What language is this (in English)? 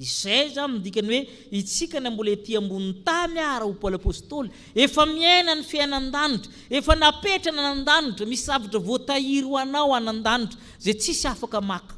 Malagasy